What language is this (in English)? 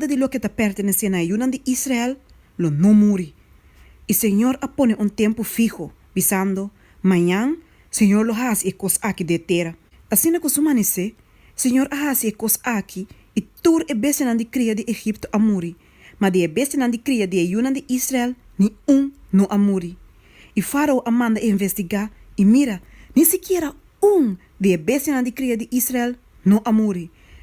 Papiamento